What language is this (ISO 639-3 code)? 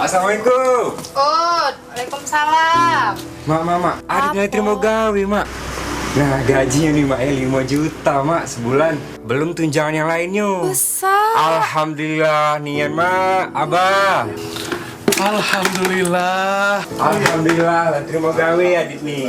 mui